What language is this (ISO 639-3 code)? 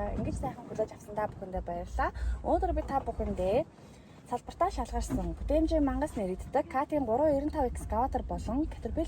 mon